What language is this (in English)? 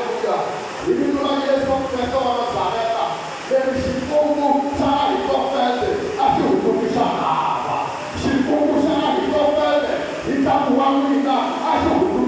Tsonga